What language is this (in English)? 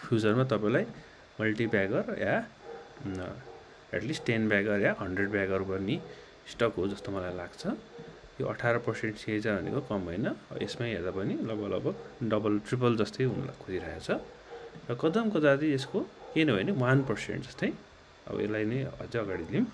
Nepali